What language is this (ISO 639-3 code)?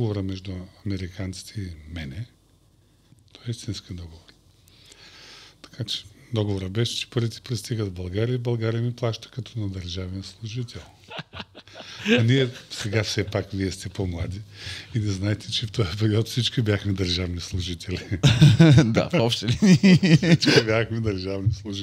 bul